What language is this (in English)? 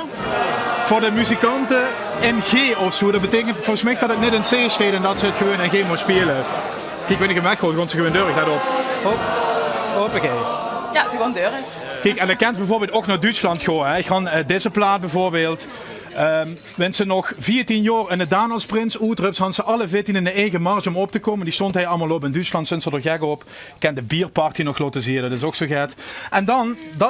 Limburgish